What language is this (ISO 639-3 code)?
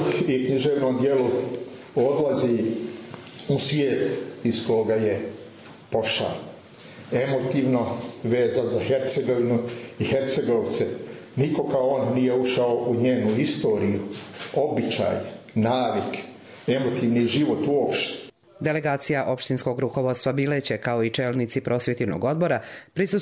hrv